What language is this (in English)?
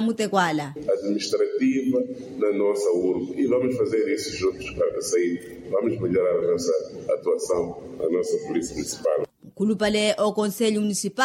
Makhuwa